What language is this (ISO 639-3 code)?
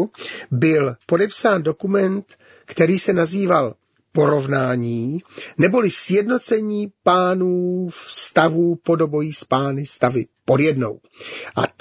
ces